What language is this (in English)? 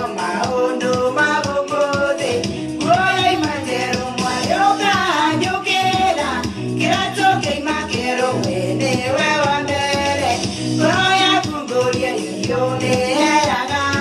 Kikuyu